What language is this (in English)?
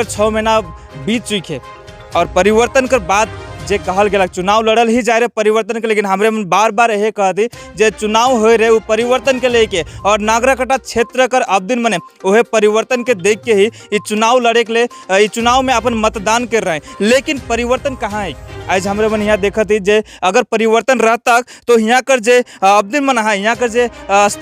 Sadri